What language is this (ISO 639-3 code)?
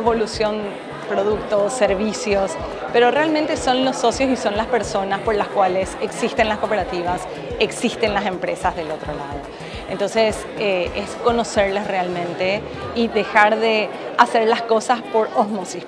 spa